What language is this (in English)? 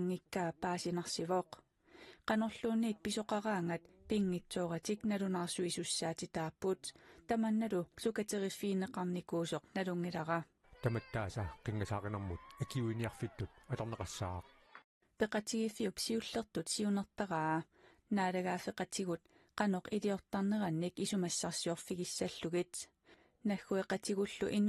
Kalaallisut